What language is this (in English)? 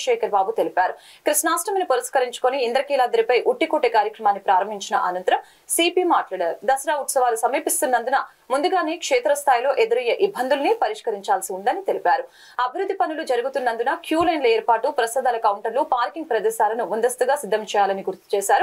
Telugu